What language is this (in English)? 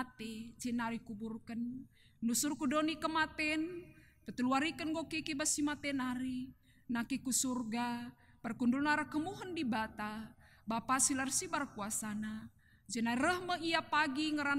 Batak Karo